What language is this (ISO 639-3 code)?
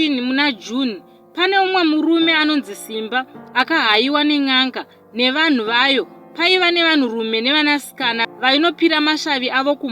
sna